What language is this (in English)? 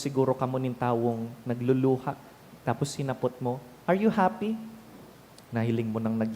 Bikol